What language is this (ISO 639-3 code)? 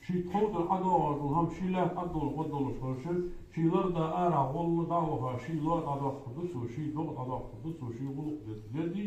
inh